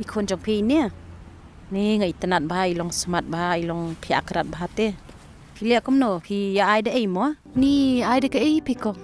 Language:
Khasi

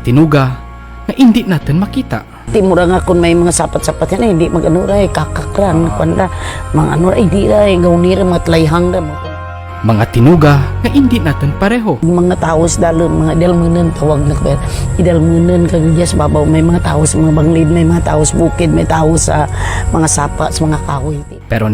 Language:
Kinaray-a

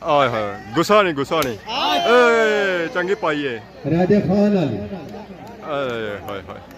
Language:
Pahari-Potwari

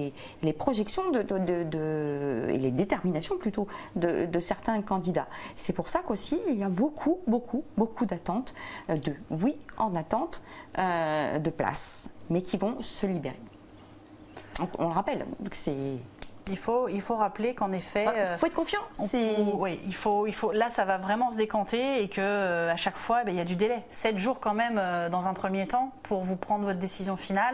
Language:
French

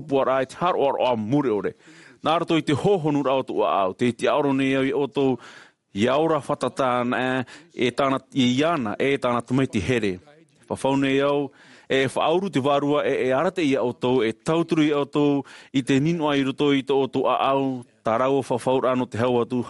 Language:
Tahitian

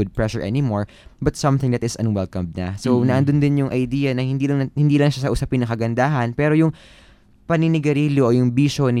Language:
Filipino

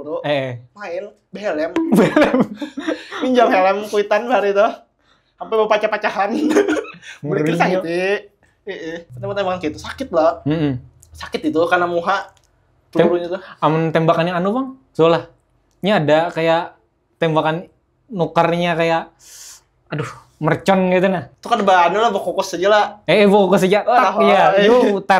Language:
Banjar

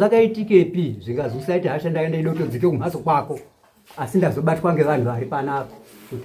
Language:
Shona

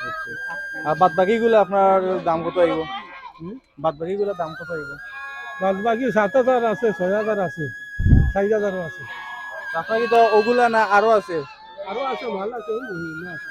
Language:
Sylheti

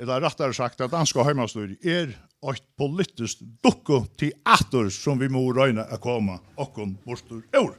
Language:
Faroese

